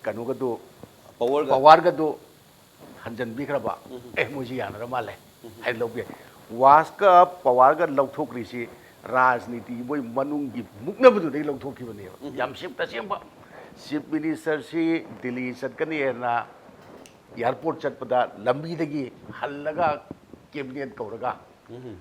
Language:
Manipuri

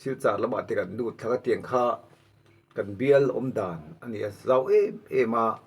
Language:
Mizo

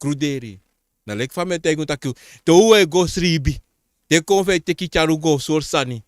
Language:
Sranan Tongo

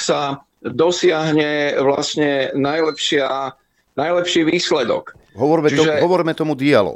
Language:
Slovak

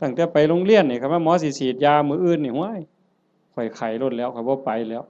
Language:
Northeastern Thai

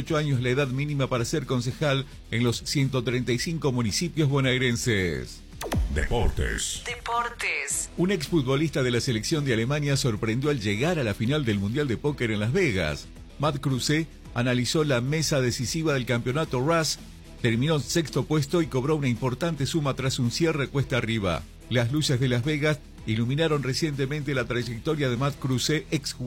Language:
Spanish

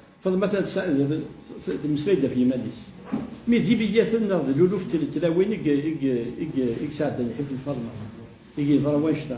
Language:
Kabyle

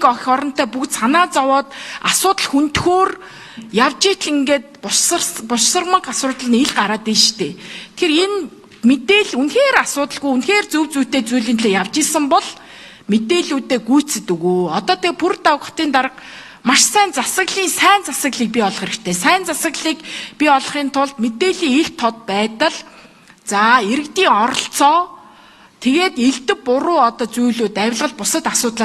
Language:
Mongolian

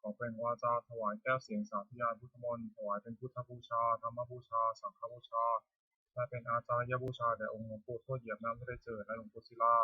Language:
Pali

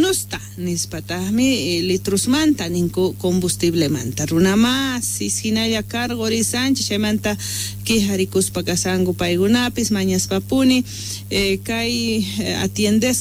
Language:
South Bolivian Quechua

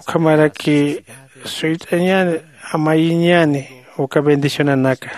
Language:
Aymara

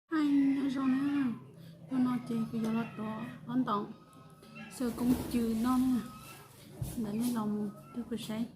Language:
Hmong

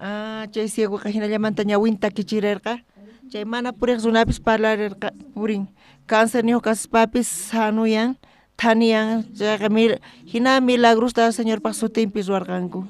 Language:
South Bolivian Quechua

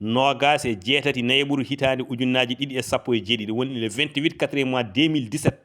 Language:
Fula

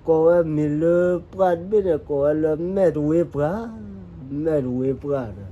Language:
S'gaw Karen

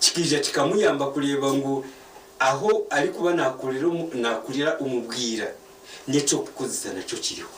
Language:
Nyankole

